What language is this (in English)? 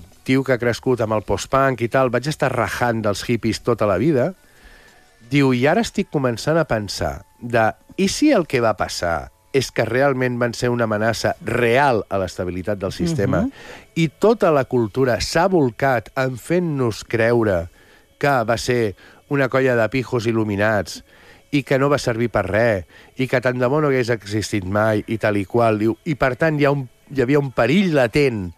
Catalan